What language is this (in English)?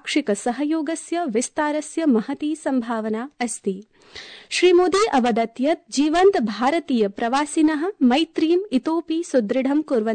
Sanskrit